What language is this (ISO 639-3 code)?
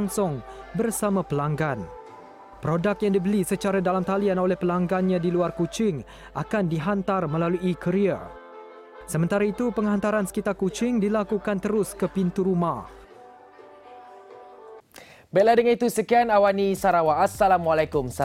msa